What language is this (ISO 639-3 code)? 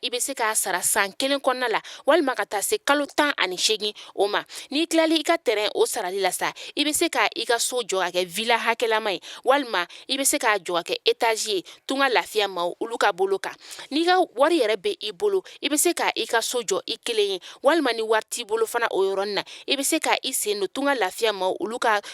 bam